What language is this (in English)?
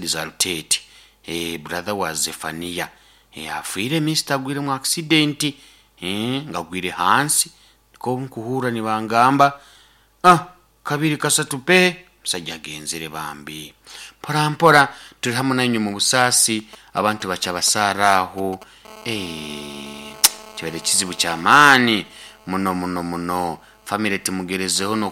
Nyoro